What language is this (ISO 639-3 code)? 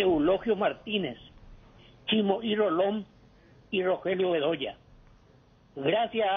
spa